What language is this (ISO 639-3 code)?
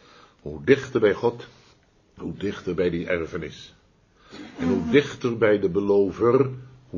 nld